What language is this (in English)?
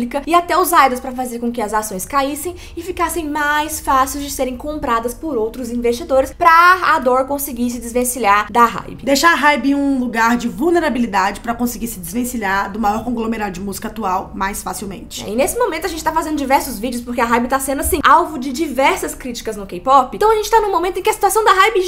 Portuguese